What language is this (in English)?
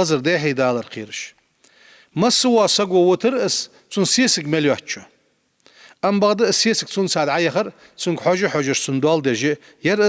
Ingush